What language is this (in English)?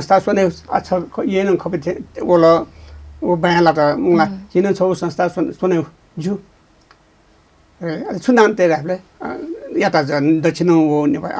Newari